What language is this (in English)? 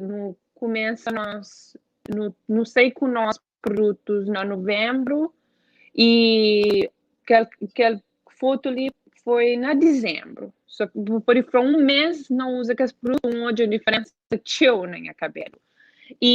Kabuverdianu